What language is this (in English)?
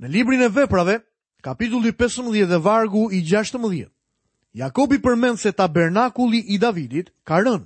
Albanian